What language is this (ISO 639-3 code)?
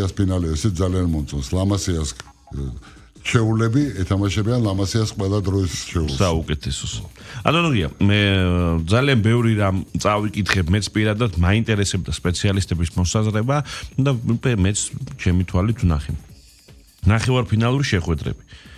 kat